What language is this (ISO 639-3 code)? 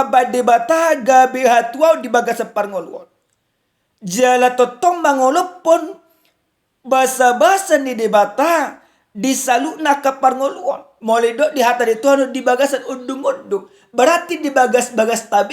bbc